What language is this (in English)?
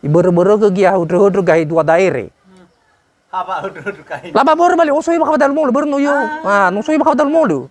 Nias